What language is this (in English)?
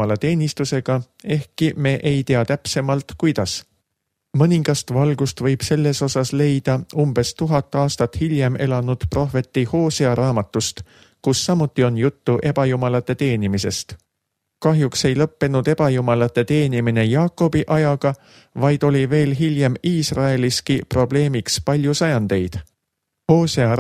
Estonian